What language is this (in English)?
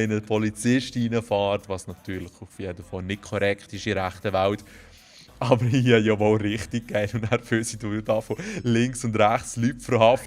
Swiss German